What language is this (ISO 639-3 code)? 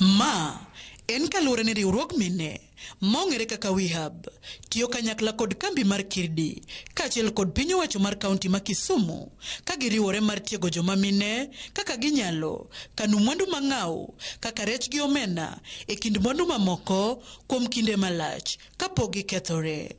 luo